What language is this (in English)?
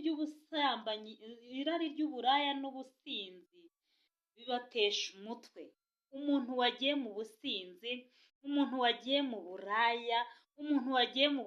Kinyarwanda